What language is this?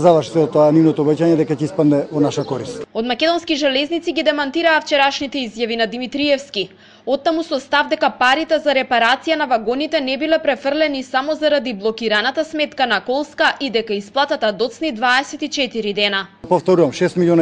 Macedonian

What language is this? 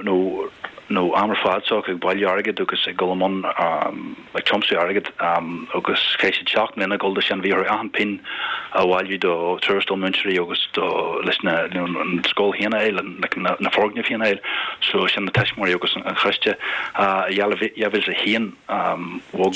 Irish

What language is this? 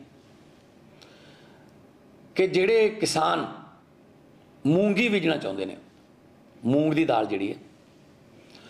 Punjabi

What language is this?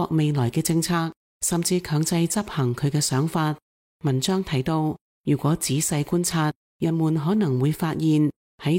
Cantonese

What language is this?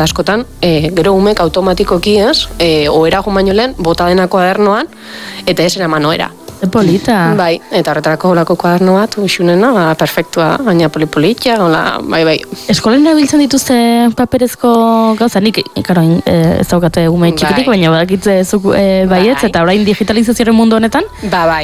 Basque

